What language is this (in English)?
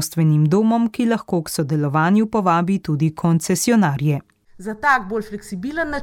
Slovenian